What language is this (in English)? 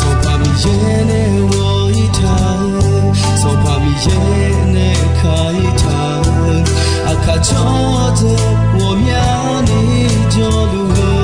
Akha